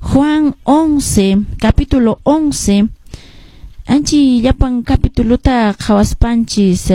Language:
Quechua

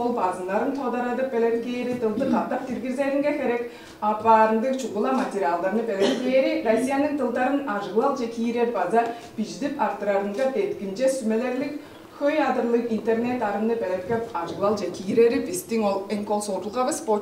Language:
Tuvinian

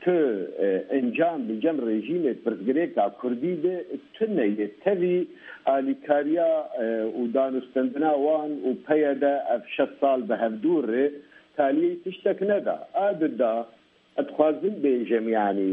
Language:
Kurdish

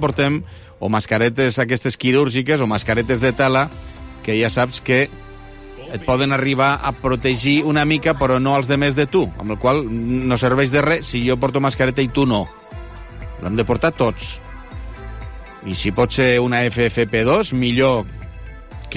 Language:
Catalan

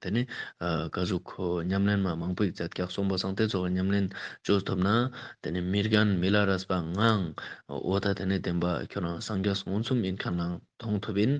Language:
Ladakhi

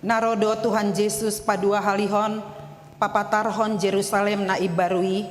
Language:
Batak Toba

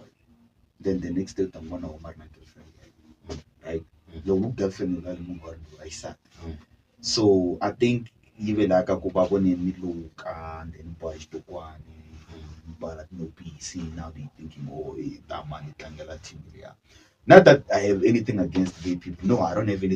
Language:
Tsonga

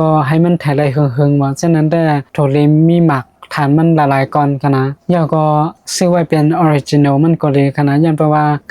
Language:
Shan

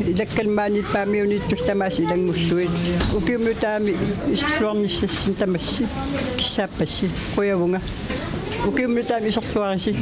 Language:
Kalaallisut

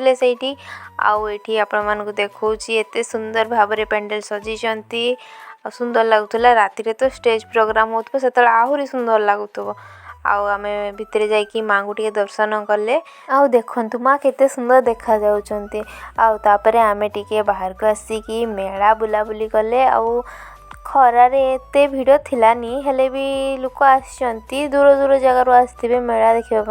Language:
Odia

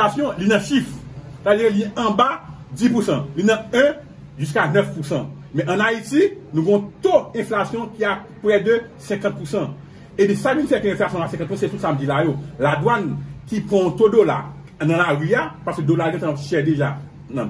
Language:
Haitian Creole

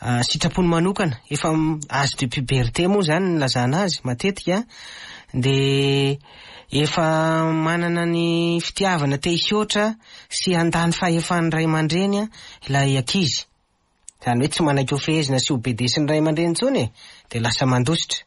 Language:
Malagasy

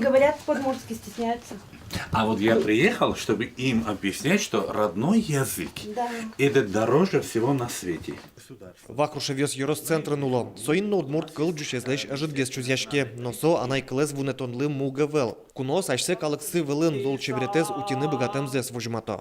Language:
Udmurt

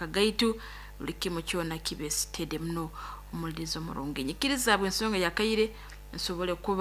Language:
Nyoro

